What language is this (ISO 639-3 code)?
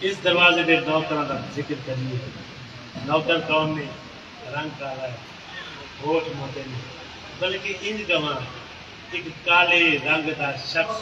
skr